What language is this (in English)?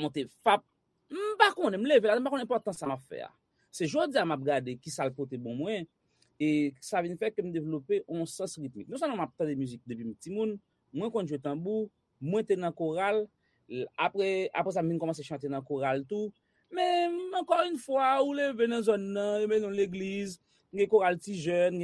Haitian Creole